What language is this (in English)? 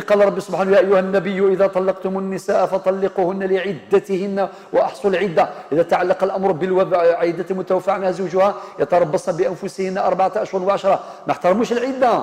Algerian Arabic